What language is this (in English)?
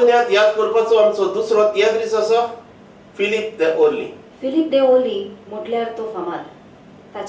Konkani